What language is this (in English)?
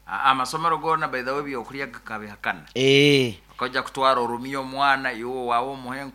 Nyoro